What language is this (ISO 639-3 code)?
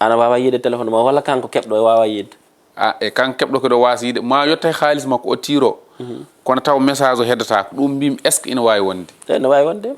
ful